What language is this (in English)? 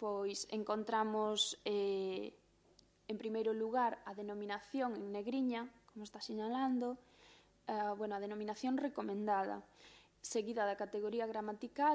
Galician